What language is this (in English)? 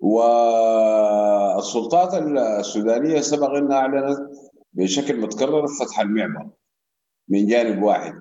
Sudanese Arabic